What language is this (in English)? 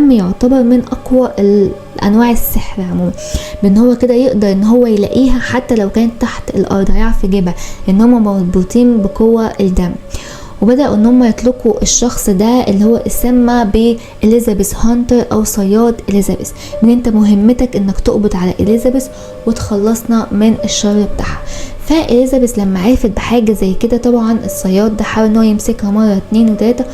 Egyptian Arabic